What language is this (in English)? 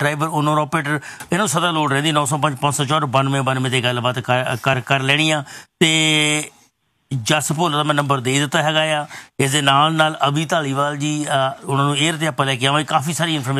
Punjabi